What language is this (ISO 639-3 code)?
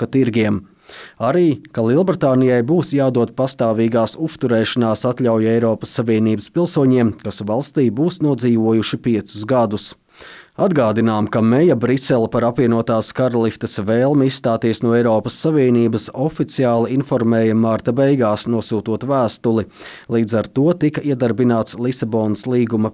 lav